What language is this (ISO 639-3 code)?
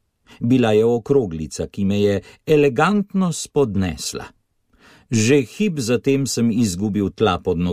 slv